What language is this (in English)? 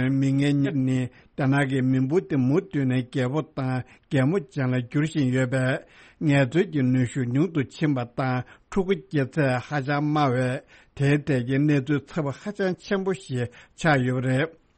Tibetan